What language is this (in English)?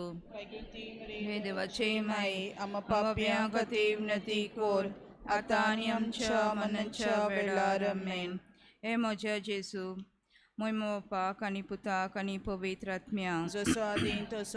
Konkani